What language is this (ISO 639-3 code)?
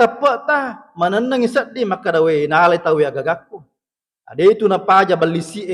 bug